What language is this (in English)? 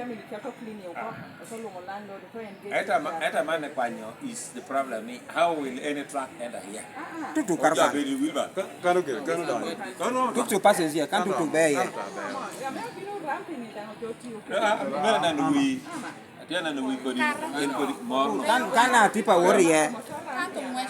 Lango (Uganda)